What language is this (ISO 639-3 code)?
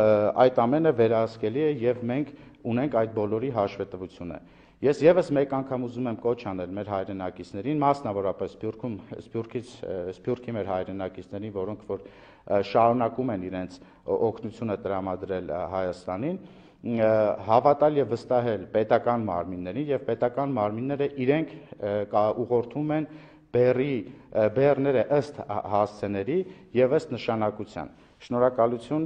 hye